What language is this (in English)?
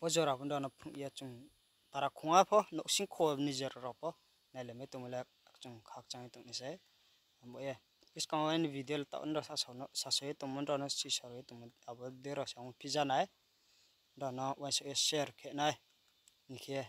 Riang (India)